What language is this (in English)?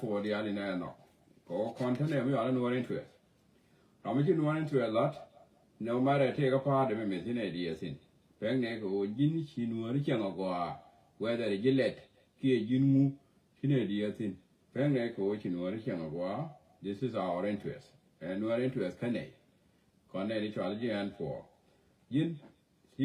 Nuer